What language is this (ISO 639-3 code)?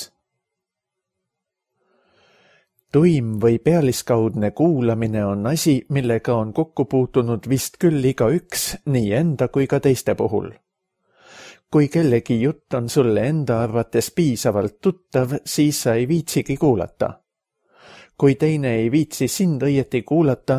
est